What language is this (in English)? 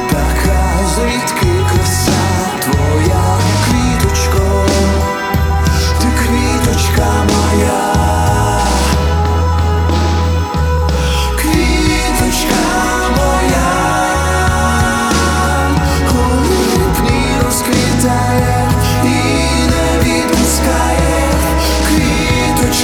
Ukrainian